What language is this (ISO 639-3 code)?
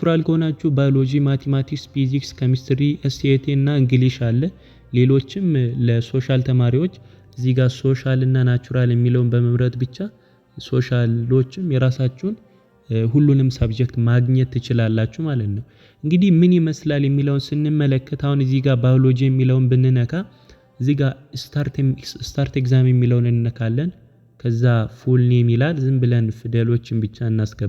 amh